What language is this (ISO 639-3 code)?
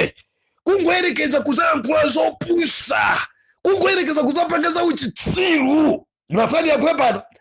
nya